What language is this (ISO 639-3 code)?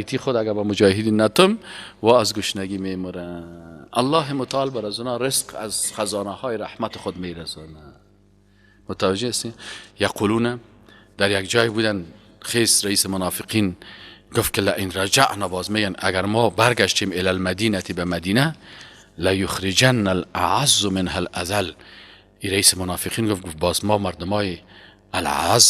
fas